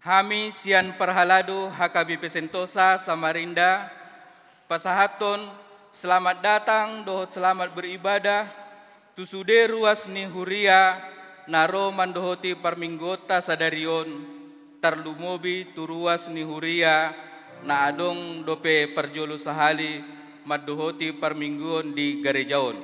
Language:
Batak Toba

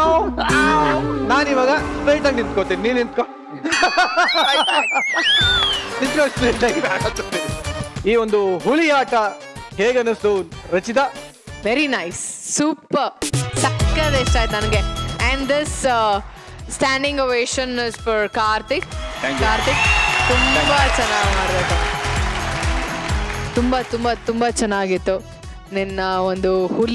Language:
Kannada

